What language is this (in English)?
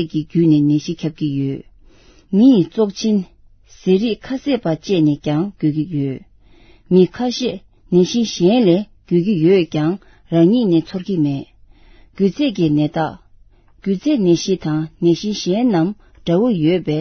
Tibetan